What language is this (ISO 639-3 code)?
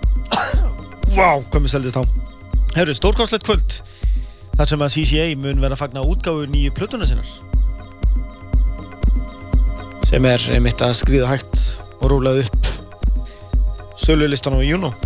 isl